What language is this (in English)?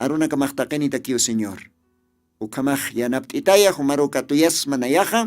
Aymara